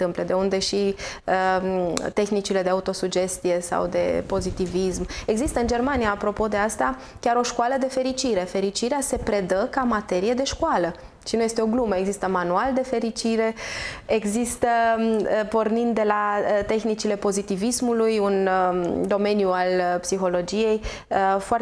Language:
Romanian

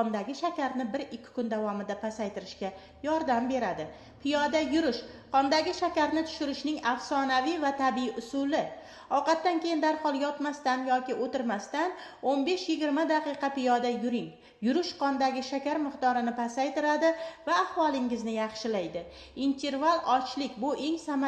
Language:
Uzbek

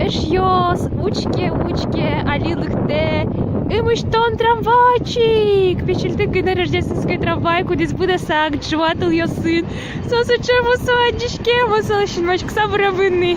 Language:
Udmurt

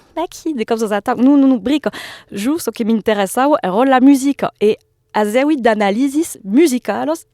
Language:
Occitan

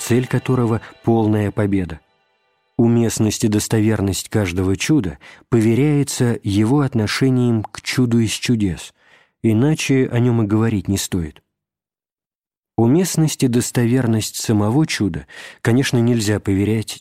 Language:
Russian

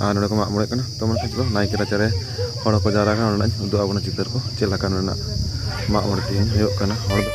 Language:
Santali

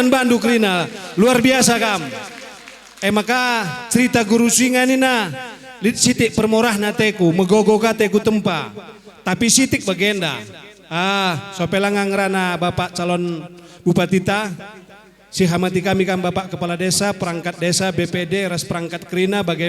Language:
Batak Karo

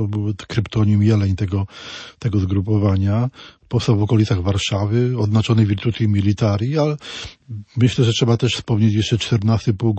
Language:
Polish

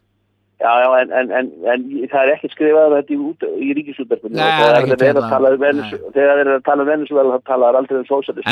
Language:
Icelandic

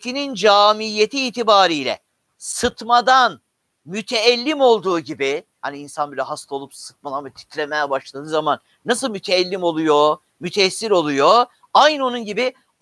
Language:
Turkish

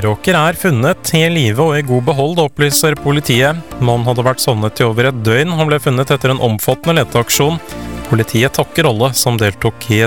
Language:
Norwegian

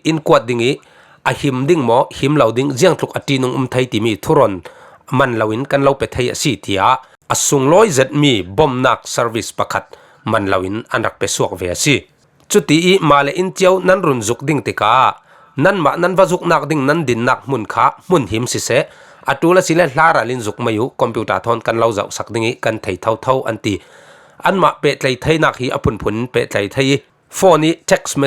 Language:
Falam Chin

